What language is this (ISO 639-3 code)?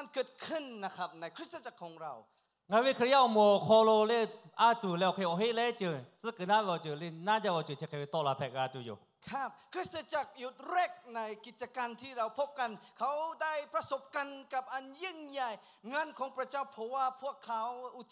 lhu